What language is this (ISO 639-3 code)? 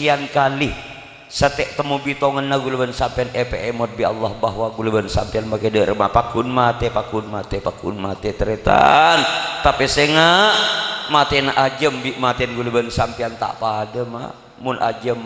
mad